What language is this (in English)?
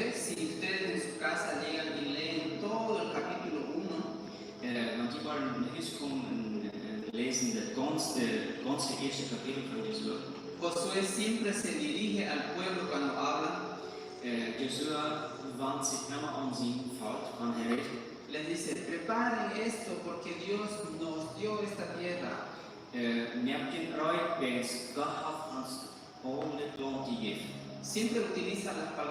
Plautdietsch